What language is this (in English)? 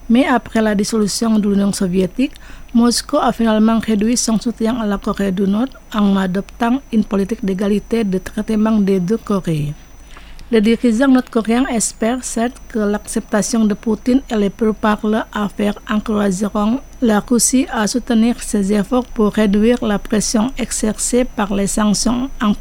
French